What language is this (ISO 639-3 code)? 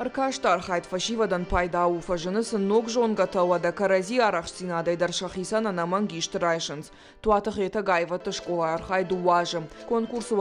oss